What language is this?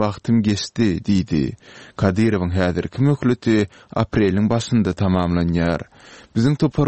Turkmen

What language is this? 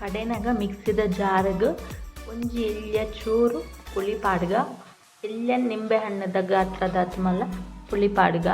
Tulu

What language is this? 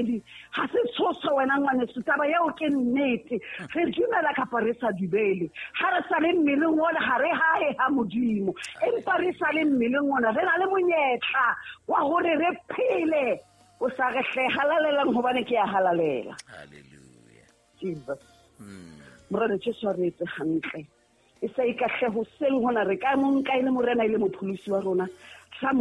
Southern Sotho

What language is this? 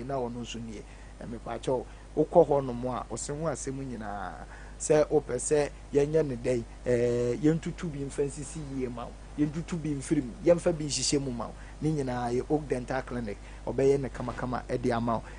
Akan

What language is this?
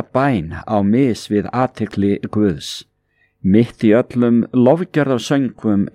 Icelandic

